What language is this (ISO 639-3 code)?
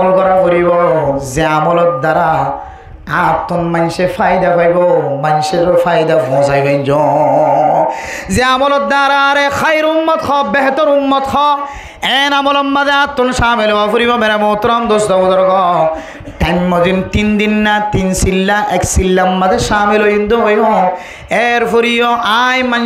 rhg